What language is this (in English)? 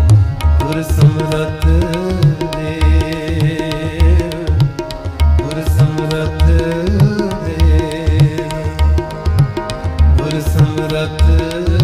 Punjabi